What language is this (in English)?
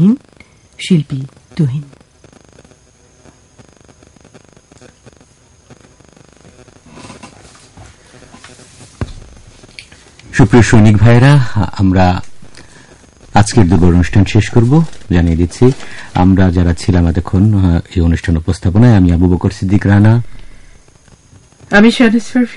Bangla